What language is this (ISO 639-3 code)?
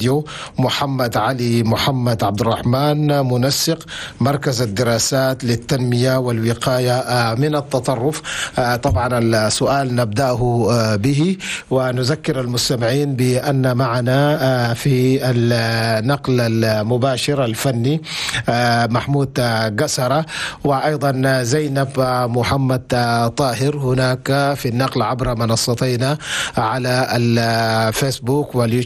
shu